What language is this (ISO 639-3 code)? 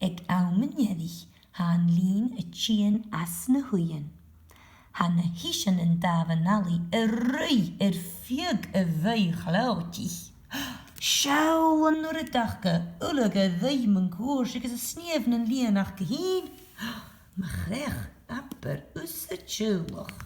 gla